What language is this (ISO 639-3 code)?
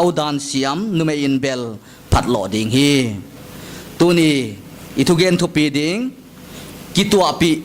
pck